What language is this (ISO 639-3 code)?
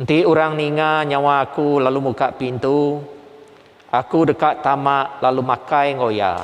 iba